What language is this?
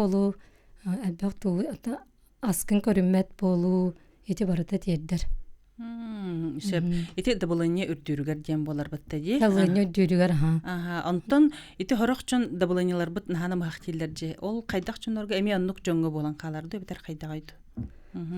Yakut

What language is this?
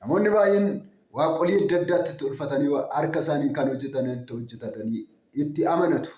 Oromo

